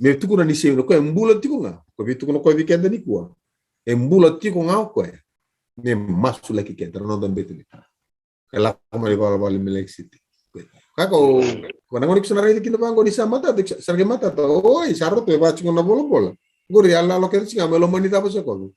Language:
Fijian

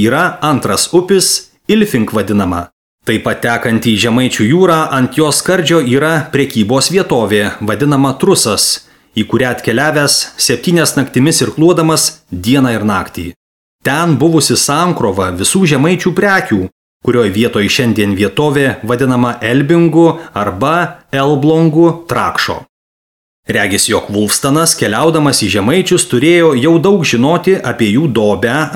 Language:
Lithuanian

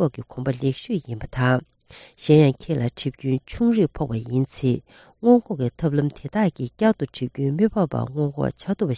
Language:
Tibetan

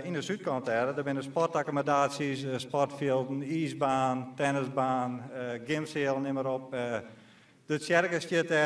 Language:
Western Frisian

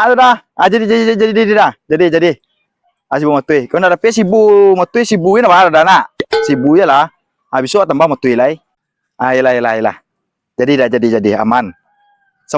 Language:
Minangkabau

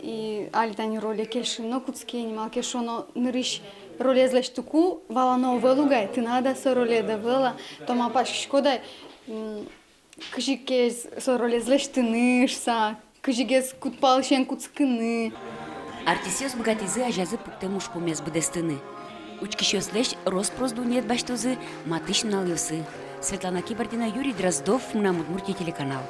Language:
Udmurt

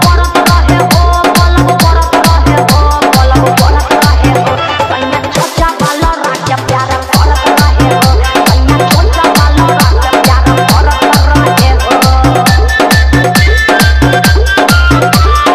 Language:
Bhojpuri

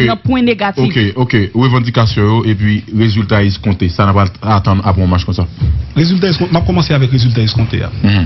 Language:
Haitian Creole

